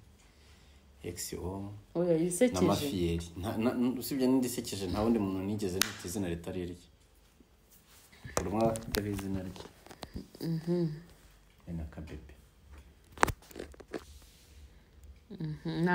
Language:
Kinyarwanda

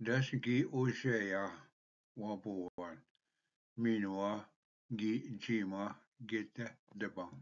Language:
Ojibwa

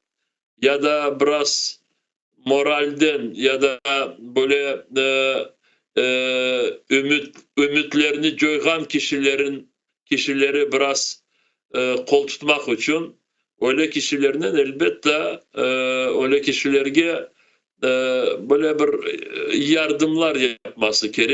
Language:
Crimean Tatar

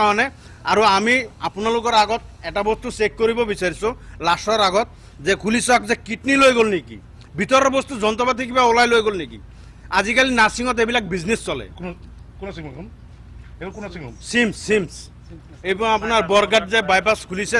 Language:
Assamese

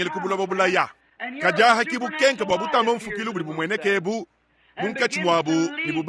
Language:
Luba-Lulua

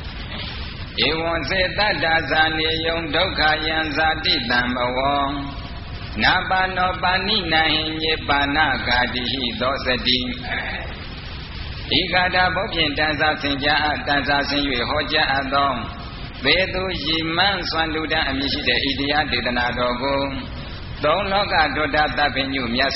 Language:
Burmese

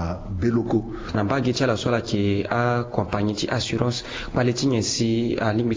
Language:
Sango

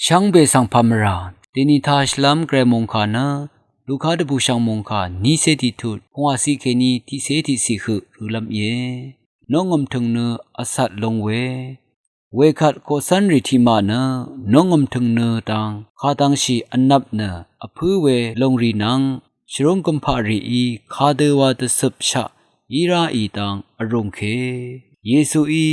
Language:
Rawang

